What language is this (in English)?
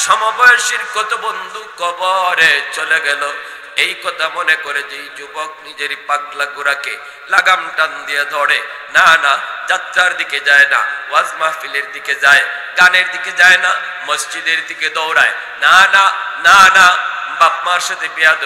Bangla